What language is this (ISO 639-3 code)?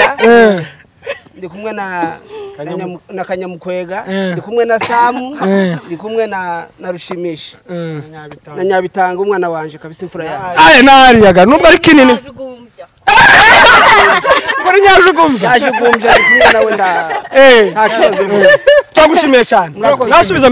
kin